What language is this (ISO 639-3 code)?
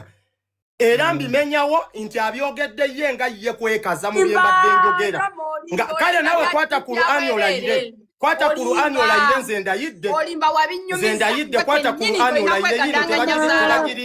lug